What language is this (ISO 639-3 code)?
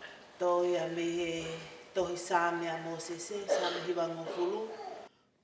ton